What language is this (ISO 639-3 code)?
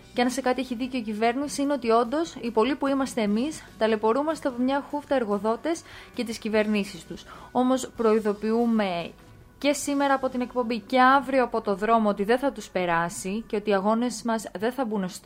ell